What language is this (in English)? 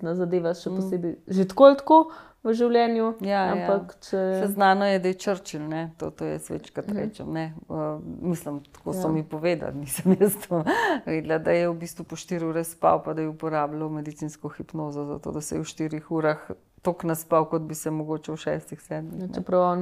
Slovenian